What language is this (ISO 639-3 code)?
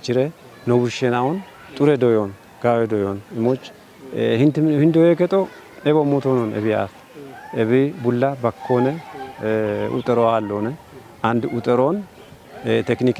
kbr